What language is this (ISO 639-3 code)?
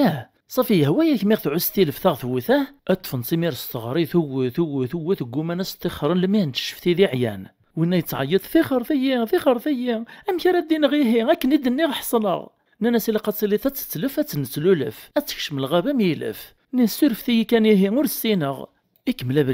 kab